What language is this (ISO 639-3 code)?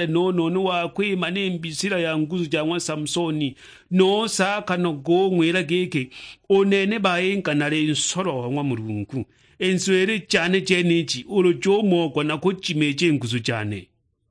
suk